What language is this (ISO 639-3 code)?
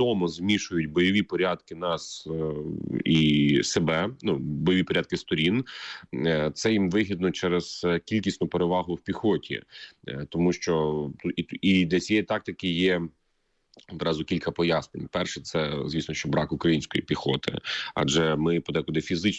ukr